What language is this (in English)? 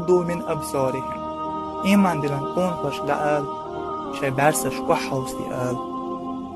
Chechen